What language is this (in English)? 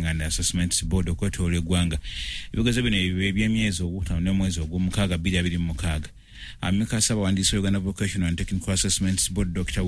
Ganda